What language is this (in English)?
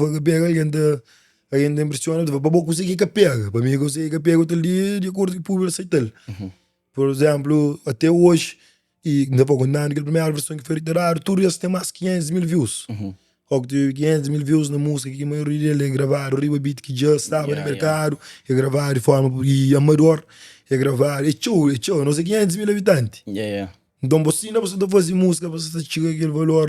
Kabuverdianu